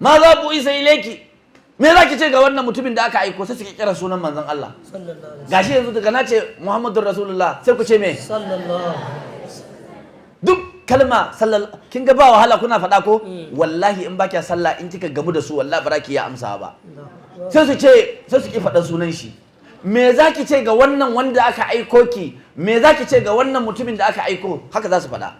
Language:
Hausa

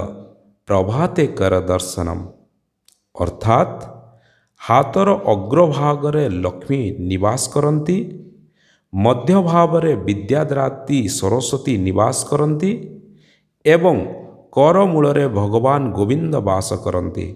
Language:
Odia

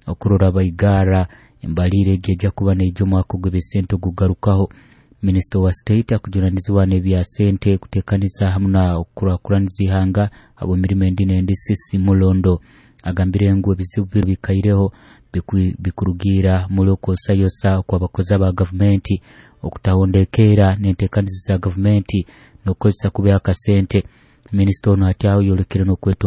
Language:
Nyoro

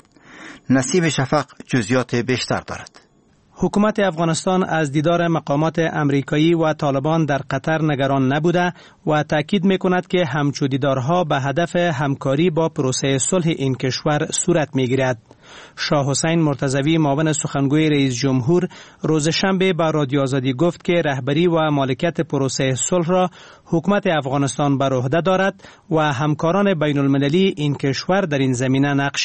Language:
Persian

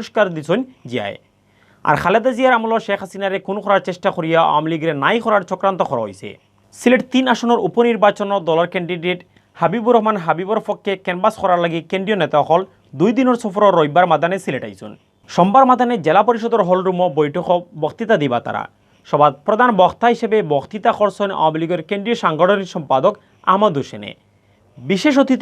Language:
Sylheti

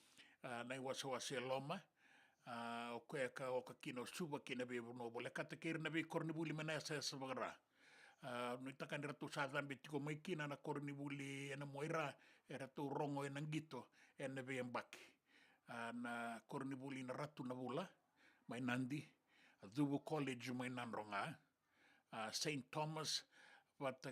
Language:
Fijian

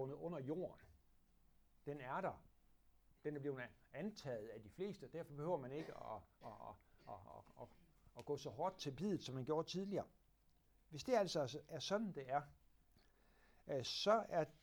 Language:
Danish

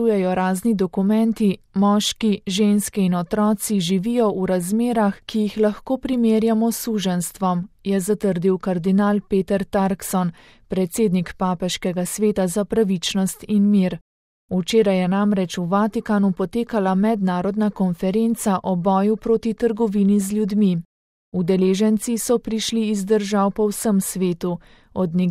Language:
Slovenian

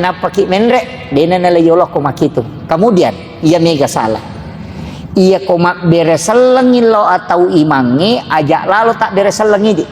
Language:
Buginese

